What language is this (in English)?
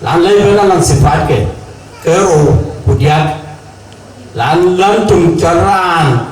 Dinka